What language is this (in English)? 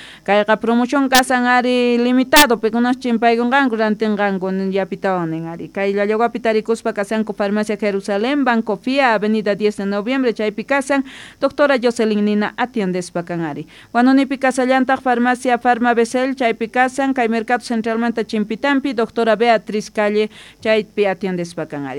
Quechua